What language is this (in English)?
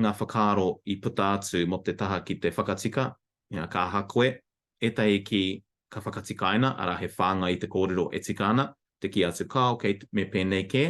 Māori